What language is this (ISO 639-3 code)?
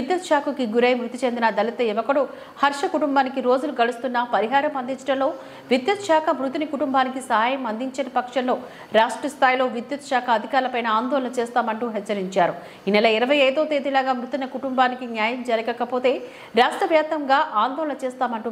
tel